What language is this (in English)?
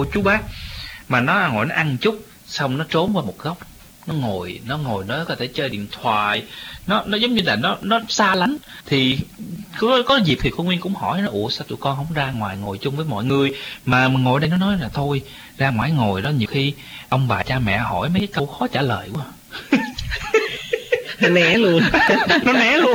Vietnamese